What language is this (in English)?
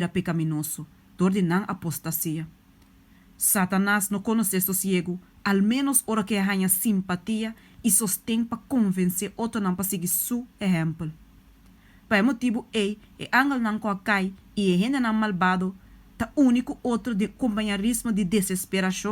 Papiamento